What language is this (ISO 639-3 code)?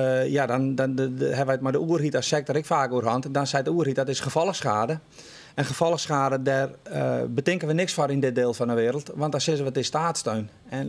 fry